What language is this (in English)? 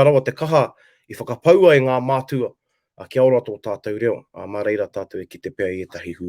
Māori